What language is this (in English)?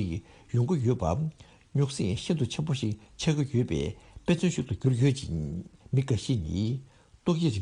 Tibetan